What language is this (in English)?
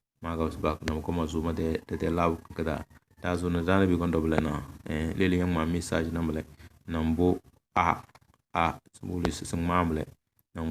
Tem